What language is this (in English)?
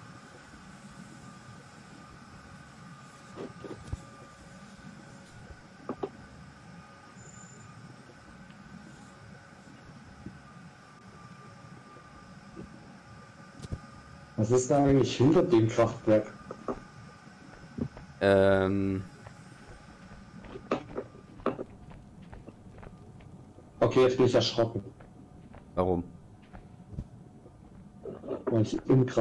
German